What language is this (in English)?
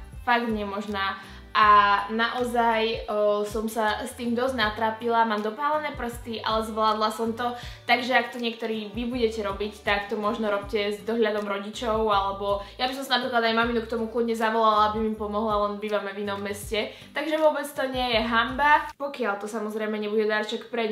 Slovak